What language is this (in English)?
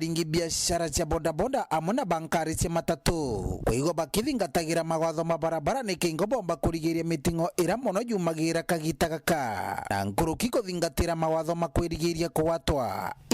Meru